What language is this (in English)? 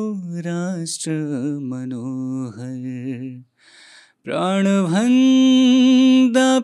Newari